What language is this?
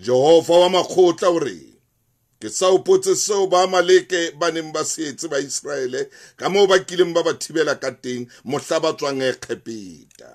Southern Sotho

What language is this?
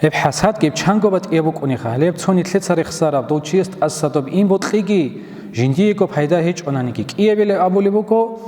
Avaric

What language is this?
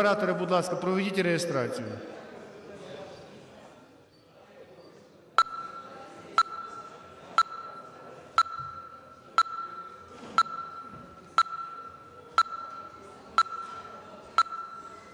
Ukrainian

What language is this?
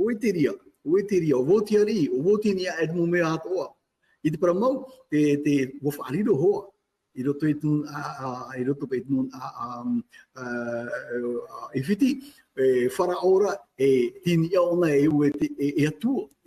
Tahitian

